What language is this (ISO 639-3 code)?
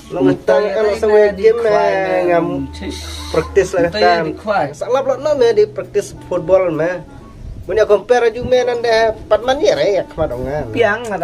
kha